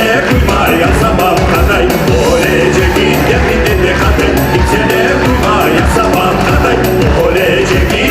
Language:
Crimean Tatar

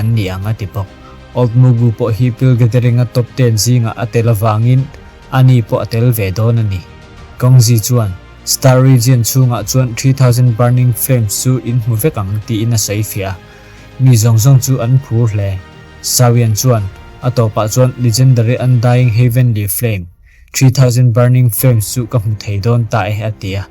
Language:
Mizo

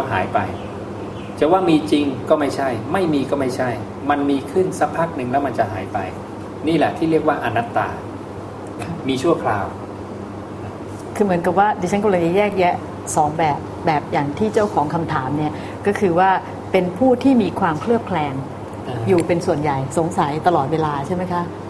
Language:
Thai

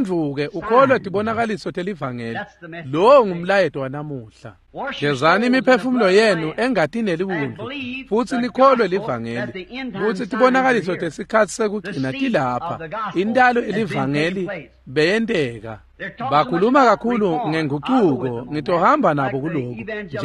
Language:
Swati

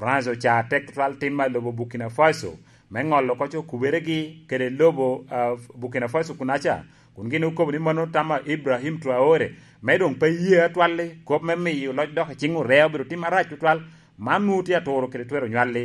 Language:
Lango (Uganda)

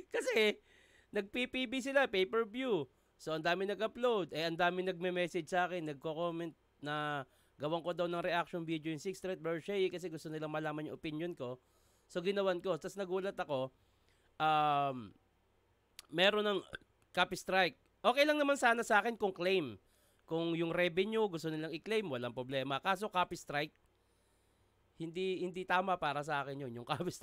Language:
Filipino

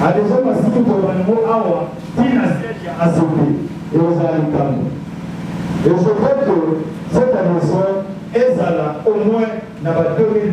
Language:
Lingala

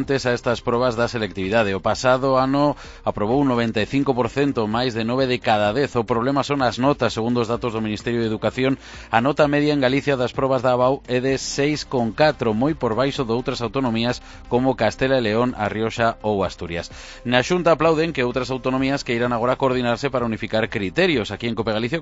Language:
Galician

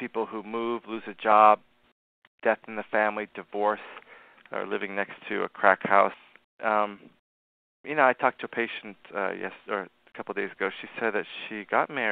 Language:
English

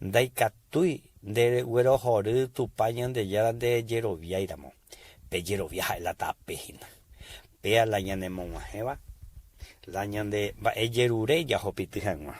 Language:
Guarani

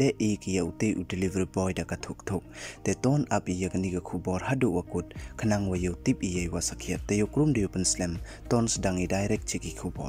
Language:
Pnar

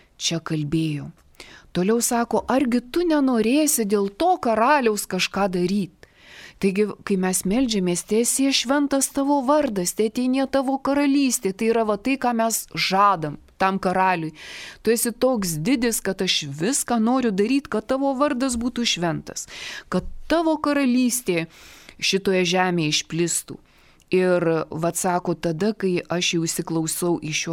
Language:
Lithuanian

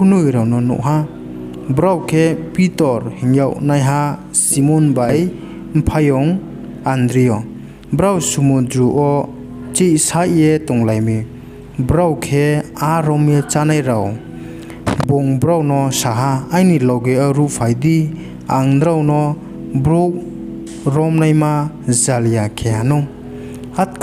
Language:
Riang (India)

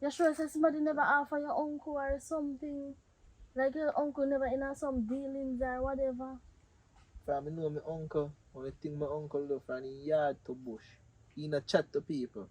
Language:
Jamaican Creole English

